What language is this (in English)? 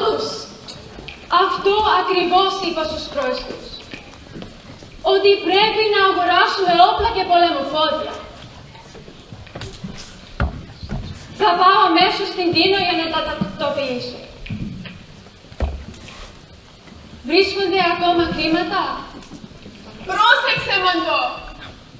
Greek